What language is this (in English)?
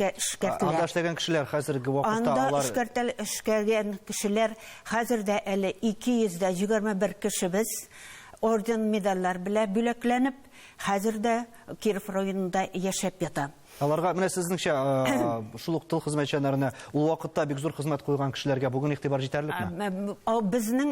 Tatar